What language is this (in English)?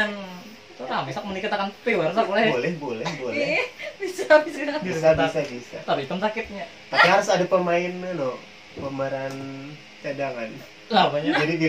Banjar